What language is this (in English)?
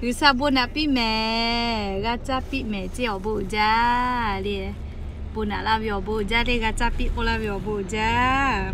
Lahu